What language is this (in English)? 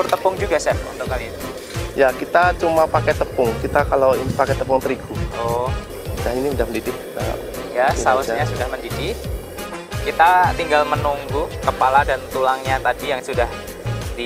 Indonesian